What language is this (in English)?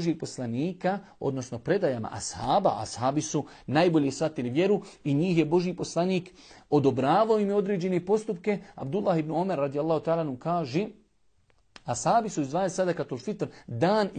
Bosnian